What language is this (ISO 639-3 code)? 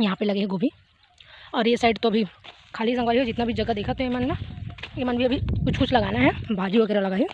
hne